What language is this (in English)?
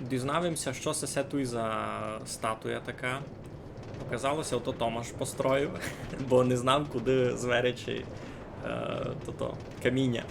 Rusyn